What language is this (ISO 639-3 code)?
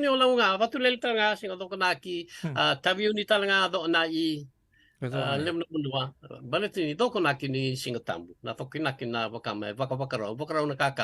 fij